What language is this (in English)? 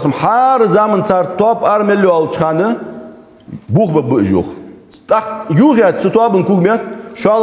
Ingush